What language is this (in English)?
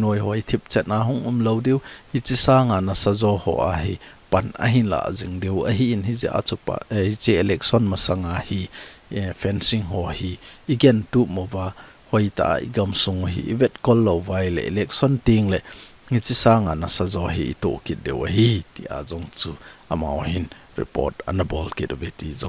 Thado Chin